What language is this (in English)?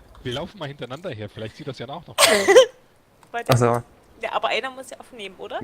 Swiss German